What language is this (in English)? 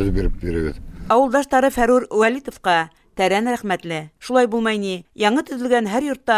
Bashkir